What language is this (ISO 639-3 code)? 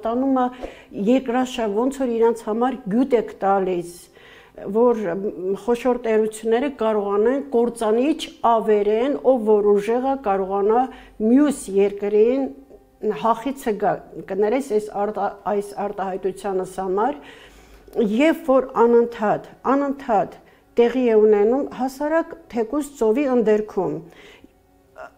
hye